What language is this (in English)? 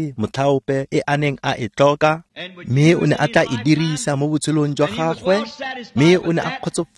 Tswana